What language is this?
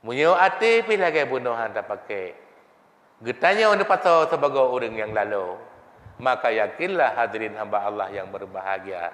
Achinese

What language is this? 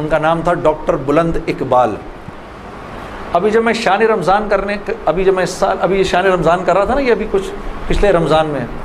Urdu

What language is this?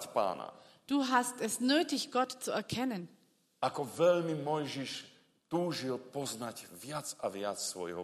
Slovak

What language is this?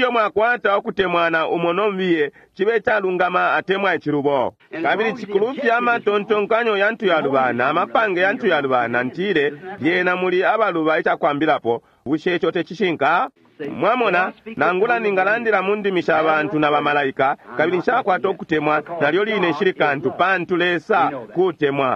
Bemba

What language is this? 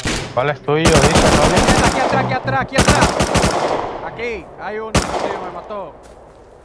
Spanish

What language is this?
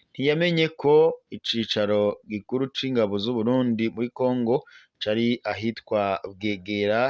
Rundi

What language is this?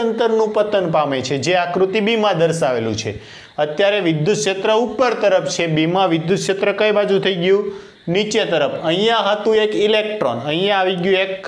Gujarati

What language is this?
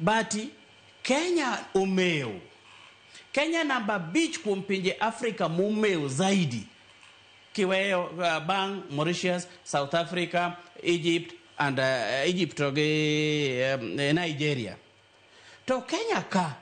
Luo (Kenya and Tanzania)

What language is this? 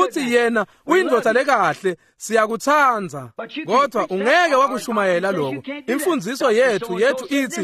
Swati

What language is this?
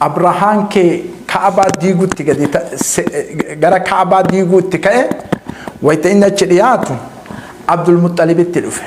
Oromo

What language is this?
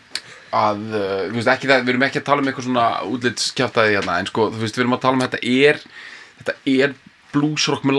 Icelandic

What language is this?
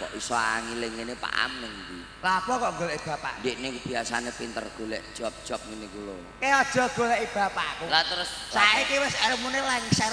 Javanese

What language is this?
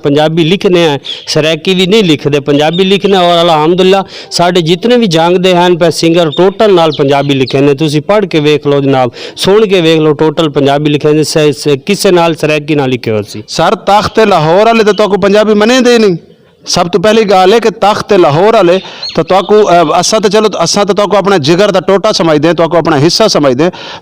Saraiki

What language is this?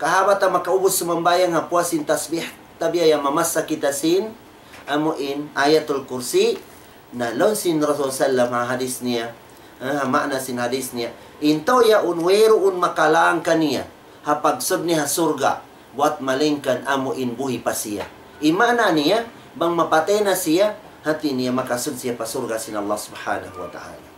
Tausug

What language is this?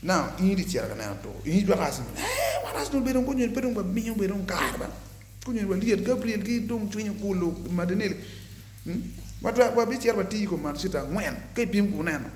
Acoli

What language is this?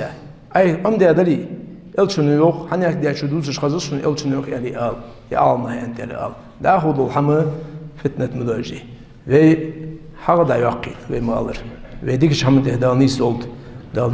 Ingush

